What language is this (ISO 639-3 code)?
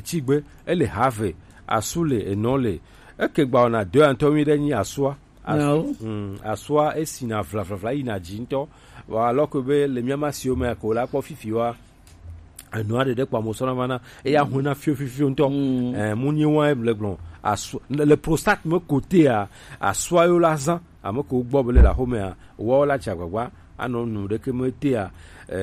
gej